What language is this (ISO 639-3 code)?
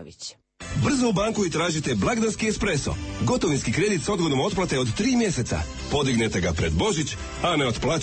hrv